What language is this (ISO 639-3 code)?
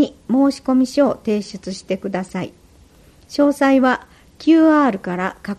jpn